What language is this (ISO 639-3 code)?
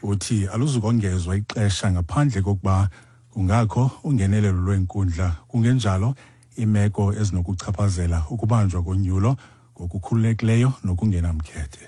xho